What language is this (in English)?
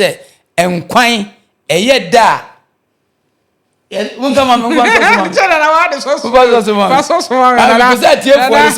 Akan